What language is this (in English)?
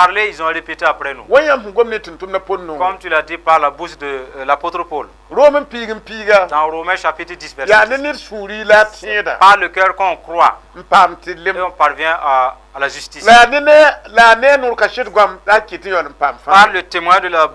Mossi